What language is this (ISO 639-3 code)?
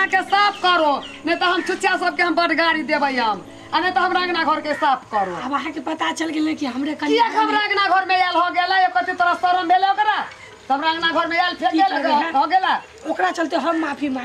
mai